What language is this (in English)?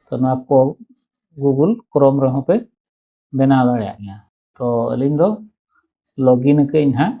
Santali